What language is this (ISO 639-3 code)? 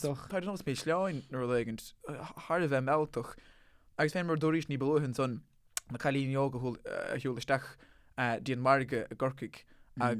gle